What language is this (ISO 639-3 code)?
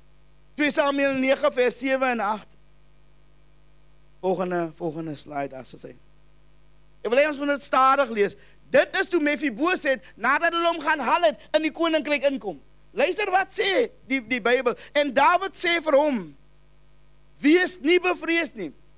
afr